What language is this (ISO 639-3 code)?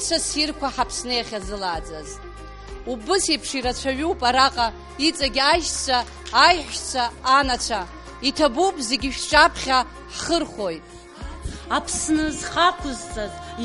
abk